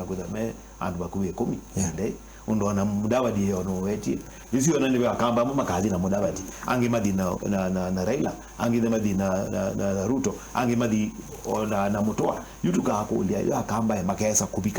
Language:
Kamba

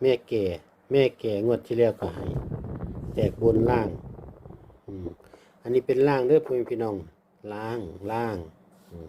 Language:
Northeastern Thai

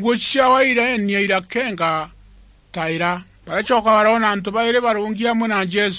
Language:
Meru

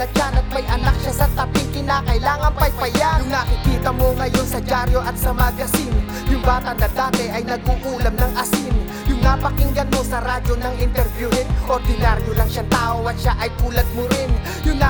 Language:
Filipino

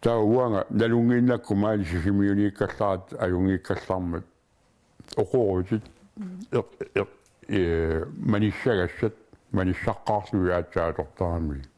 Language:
Kalaallisut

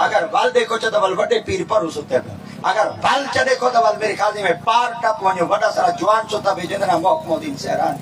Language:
Saraiki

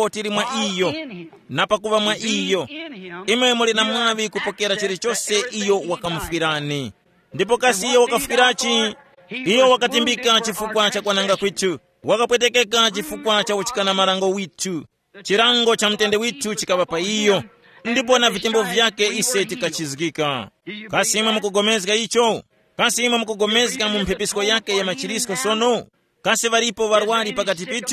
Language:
Tumbuka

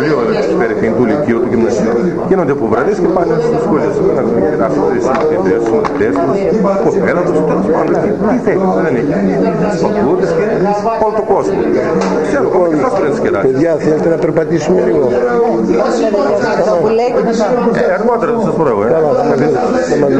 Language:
Greek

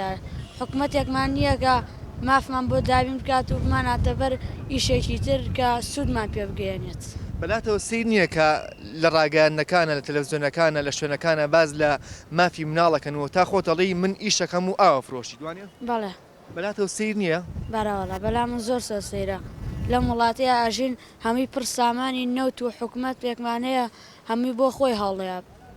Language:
Central Kurdish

